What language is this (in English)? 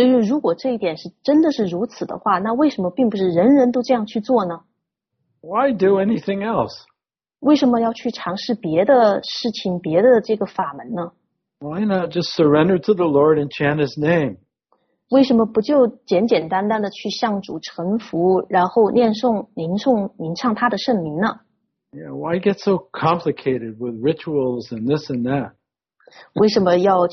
Chinese